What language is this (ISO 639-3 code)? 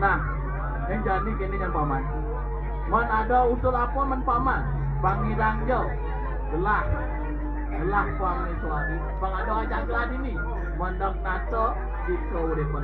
ban